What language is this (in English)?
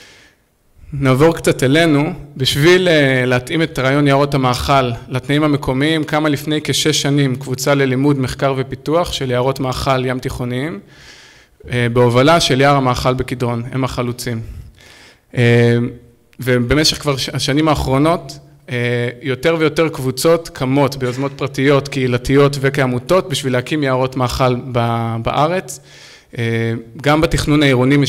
Hebrew